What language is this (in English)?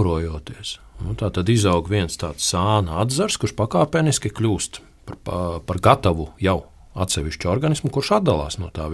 Latvian